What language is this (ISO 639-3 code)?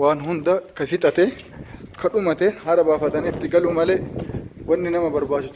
orm